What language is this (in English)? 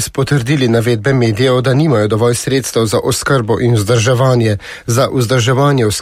Slovenian